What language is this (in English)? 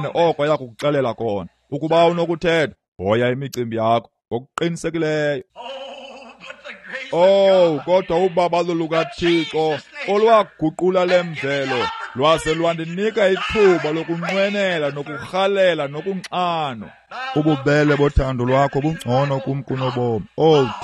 Xhosa